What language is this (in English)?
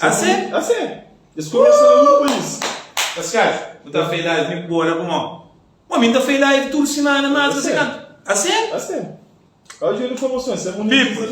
Kabuverdianu